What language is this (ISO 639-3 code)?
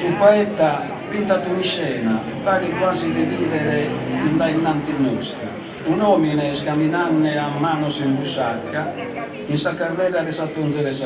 srd